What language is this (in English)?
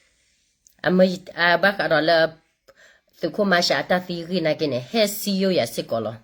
S'gaw Karen